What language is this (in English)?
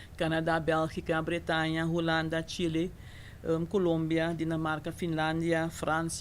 Papiamento